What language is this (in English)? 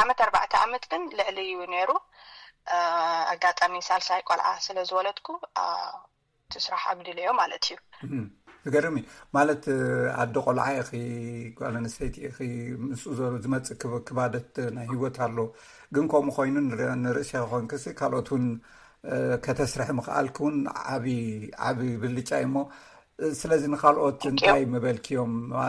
Tigrinya